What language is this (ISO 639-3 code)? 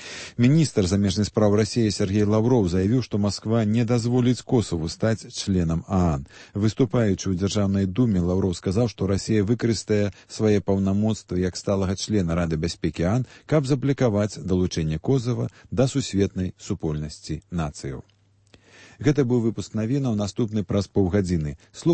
bel